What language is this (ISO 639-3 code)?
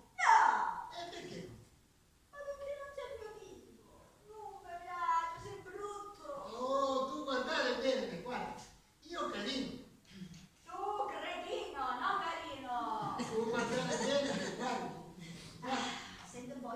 scn